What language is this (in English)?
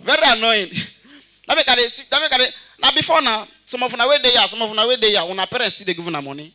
Nigerian Pidgin